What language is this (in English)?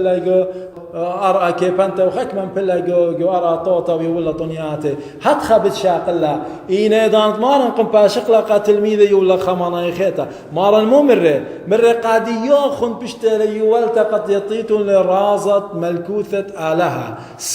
Assyrian Neo-Aramaic